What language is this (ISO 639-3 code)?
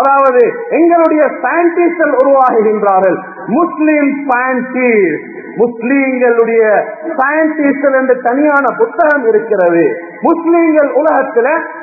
tam